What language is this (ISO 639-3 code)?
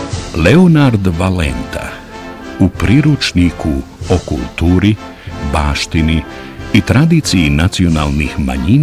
bos